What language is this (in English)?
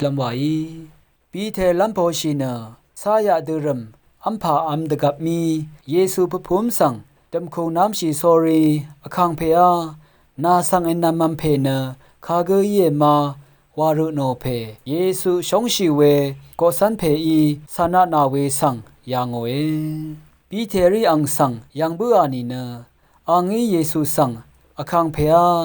Rawang